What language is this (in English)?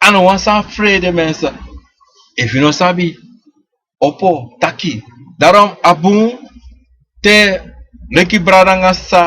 Sranan Tongo